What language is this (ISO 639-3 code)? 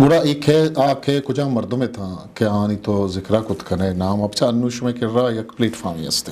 bgp